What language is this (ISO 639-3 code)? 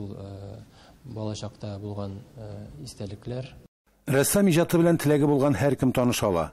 tat